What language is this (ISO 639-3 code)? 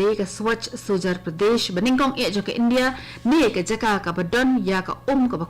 kha